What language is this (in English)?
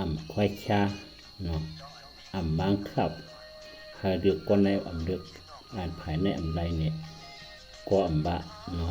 Shan